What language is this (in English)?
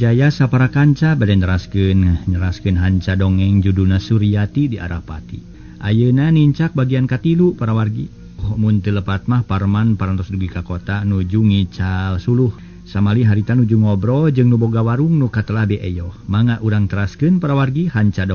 Sundanese